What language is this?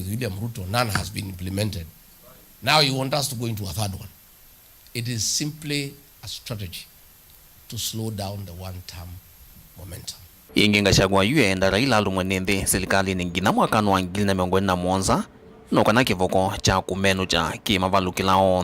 Kamba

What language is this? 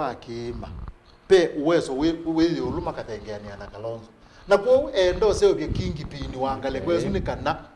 Kamba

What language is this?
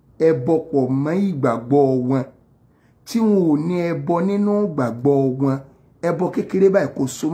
Yoruba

